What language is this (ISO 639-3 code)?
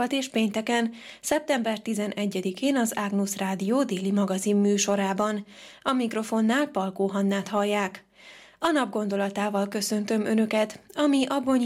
hun